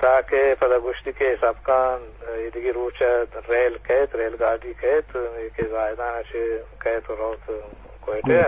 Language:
Eastern Balochi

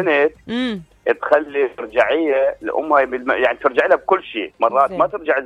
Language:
Mesopotamian Arabic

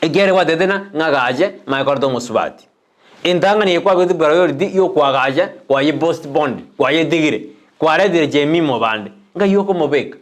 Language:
Gusii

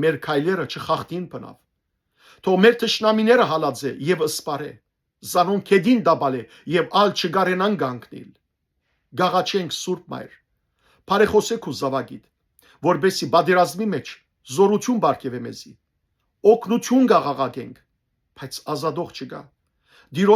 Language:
Western Armenian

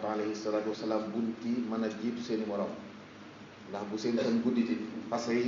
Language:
Wolof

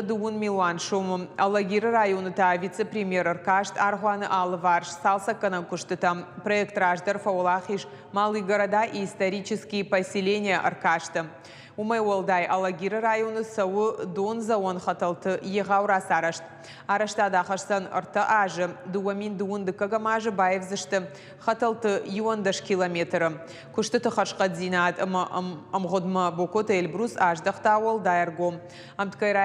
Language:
Ossetic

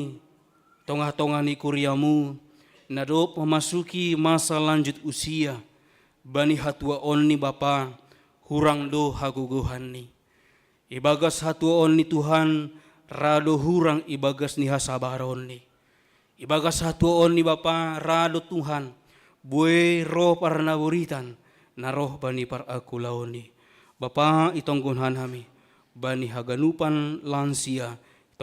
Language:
Batak Simalungun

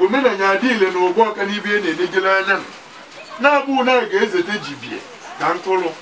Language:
Igbo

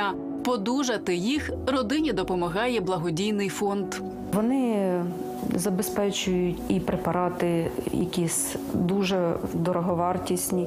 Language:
Ukrainian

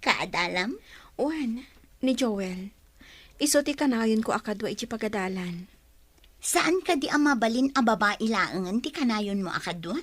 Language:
Iloko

